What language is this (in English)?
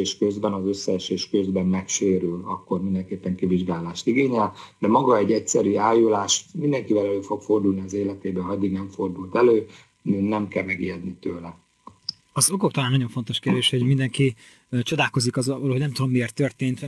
Hungarian